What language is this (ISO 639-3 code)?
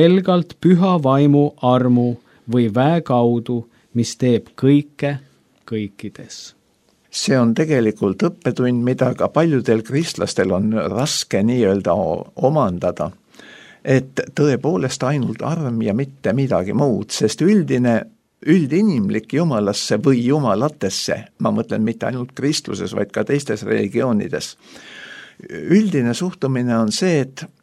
est